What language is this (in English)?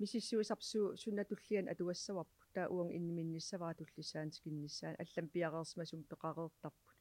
Kalaallisut